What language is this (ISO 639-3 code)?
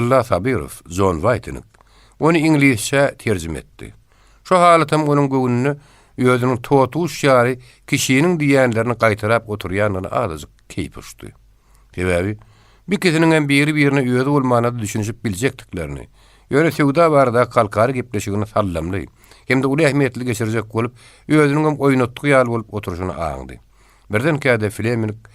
tuk